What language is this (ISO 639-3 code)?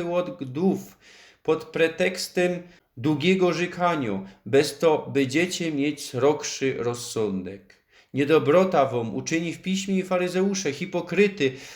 szl